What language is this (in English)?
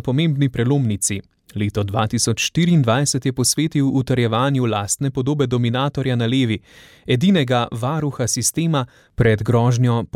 Slovenian